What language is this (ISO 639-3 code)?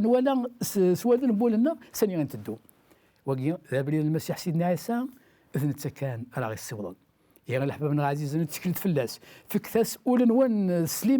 kab